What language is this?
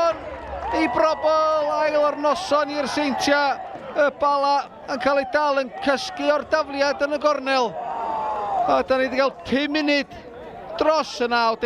Welsh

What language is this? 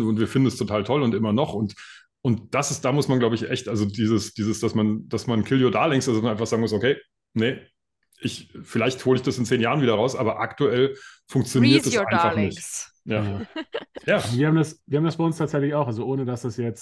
German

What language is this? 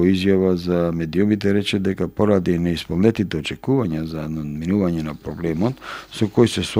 Macedonian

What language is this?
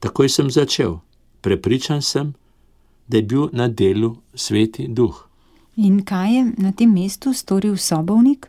Slovenian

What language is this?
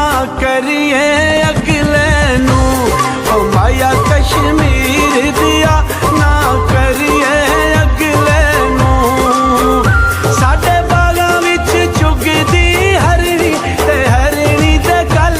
Pahari-Potwari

